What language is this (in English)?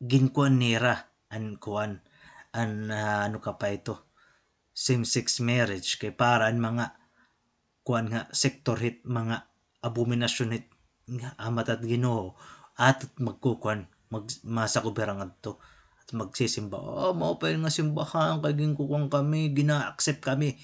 Waray